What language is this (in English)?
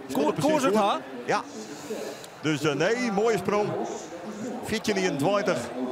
Western Frisian